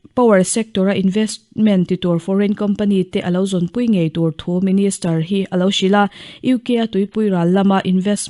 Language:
Mizo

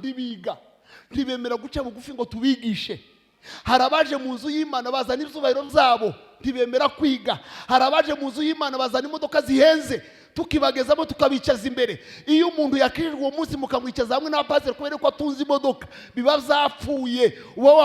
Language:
Kinyarwanda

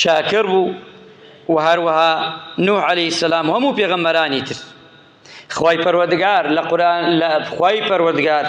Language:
Central Kurdish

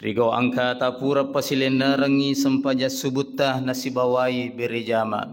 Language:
Buginese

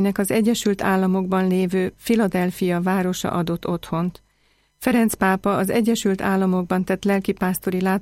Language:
Hungarian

